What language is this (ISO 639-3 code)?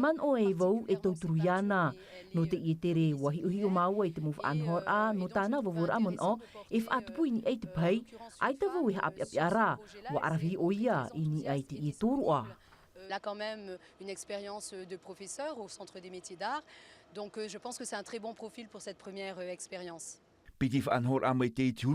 tah